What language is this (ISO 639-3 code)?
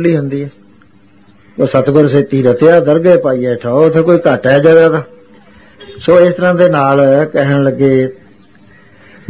pan